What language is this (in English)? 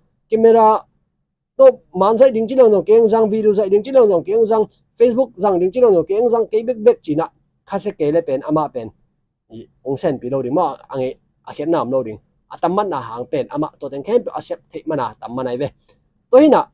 Tedim Chin